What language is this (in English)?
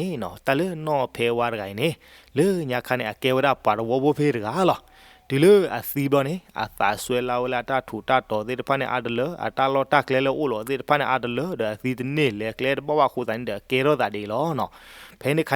S'gaw Karen